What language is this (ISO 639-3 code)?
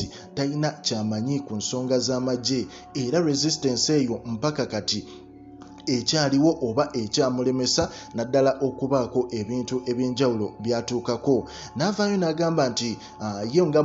lug